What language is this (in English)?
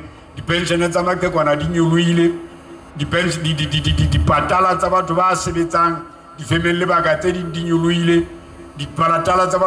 Southern Sotho